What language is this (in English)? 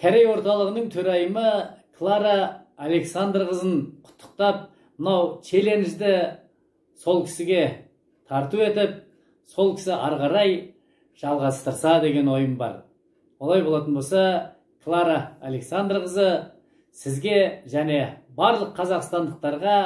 Kazakh